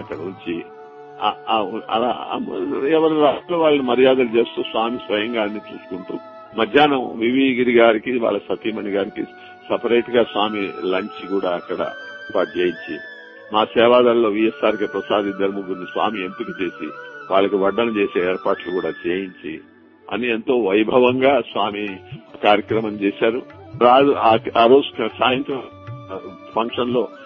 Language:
Telugu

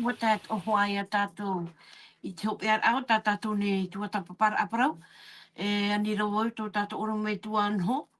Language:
Tahitian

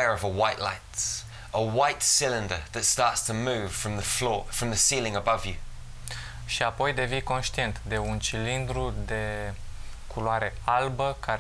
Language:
Romanian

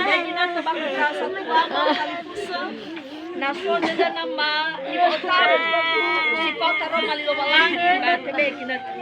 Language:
Nias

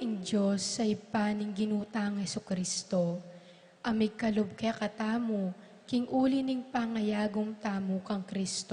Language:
Pampanga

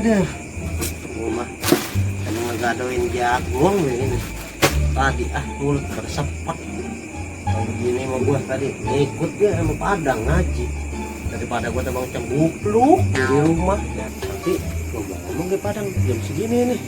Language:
Betawi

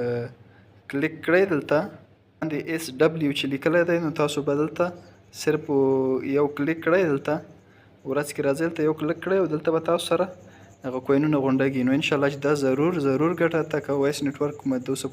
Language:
Pashto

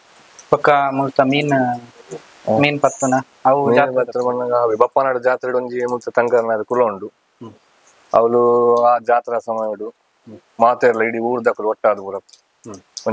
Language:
Tulu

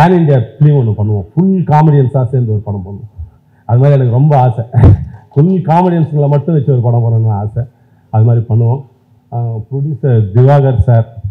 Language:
Tamil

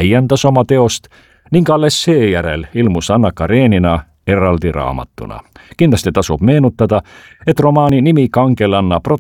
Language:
Estonian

